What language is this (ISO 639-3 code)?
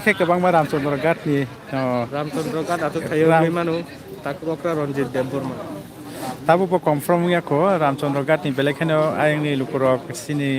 trp